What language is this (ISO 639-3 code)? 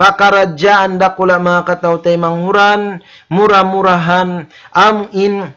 tsg